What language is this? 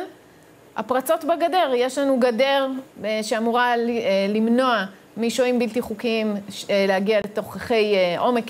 Hebrew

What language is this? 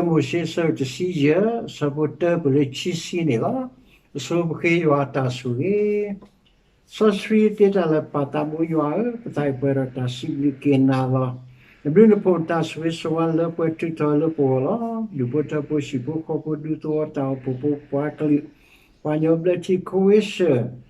S'gaw Karen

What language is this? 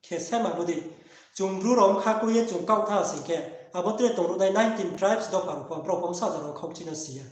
Riang (India)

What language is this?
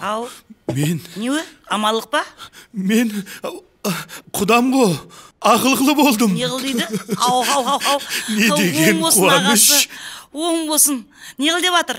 Kara-Kalpak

